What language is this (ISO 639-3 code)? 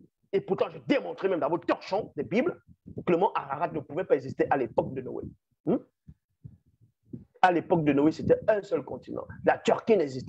fra